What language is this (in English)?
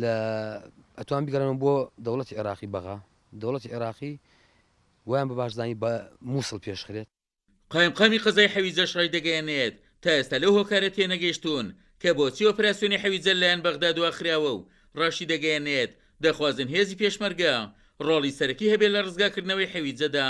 Central Kurdish